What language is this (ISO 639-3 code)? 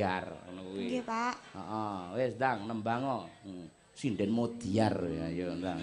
jav